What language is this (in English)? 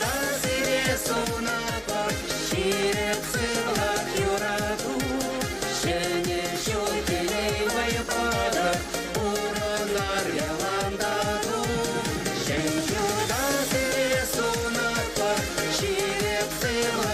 Chuvash